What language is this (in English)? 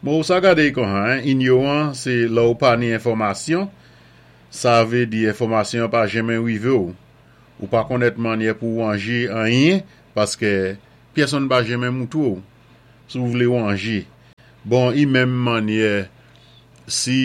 Saint Lucian Creole French